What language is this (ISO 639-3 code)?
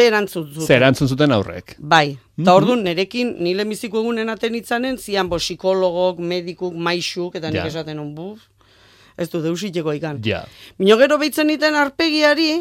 eus